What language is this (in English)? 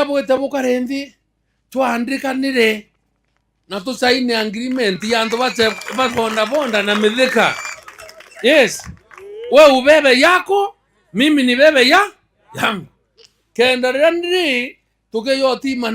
Meru